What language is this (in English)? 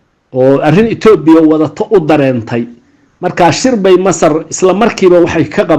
Somali